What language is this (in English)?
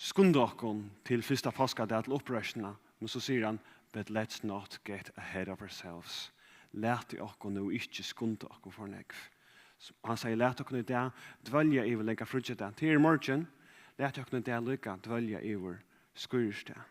Faroese